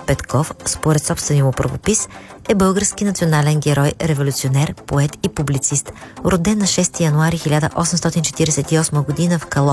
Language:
Bulgarian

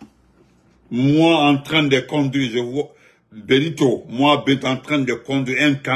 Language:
French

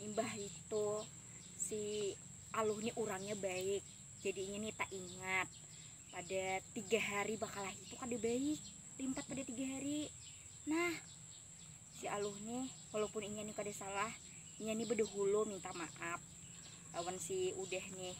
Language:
Banjar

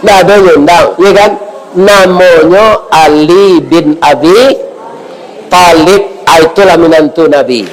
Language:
Minangkabau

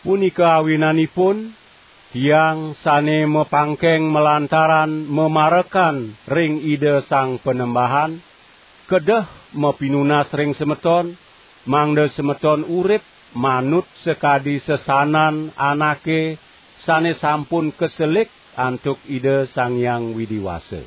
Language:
Balinese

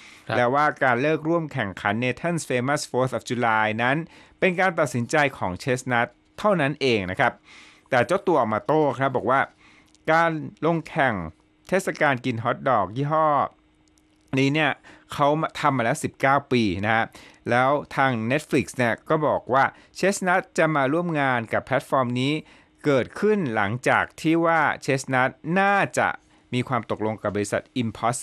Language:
Thai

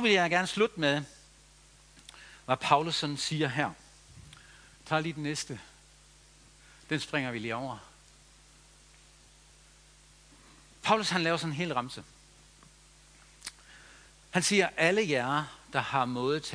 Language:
Danish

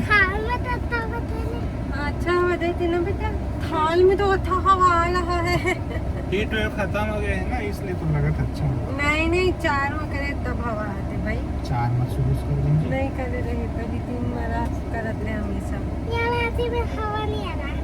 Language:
Chhattisgarhi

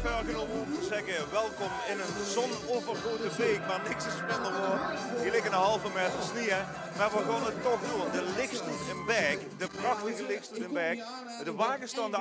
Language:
Limburgish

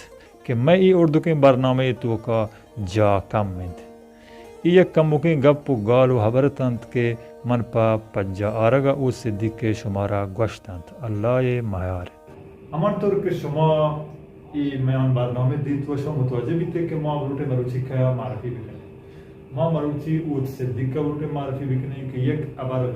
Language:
Baluchi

